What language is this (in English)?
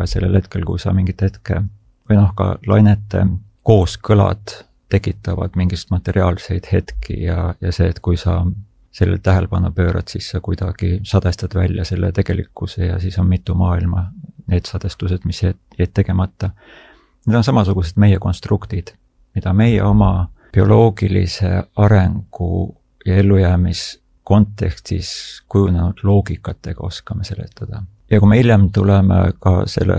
Estonian